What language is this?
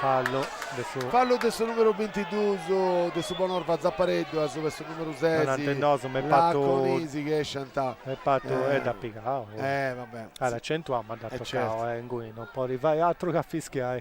Sardinian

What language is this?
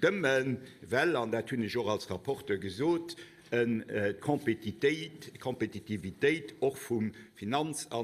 Luxembourgish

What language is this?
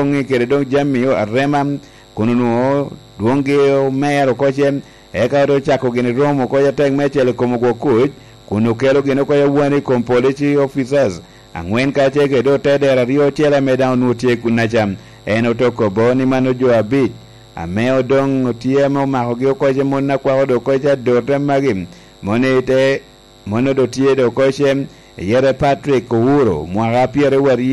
Lango (Uganda)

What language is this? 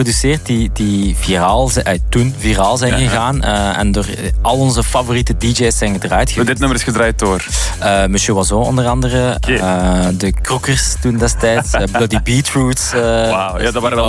Dutch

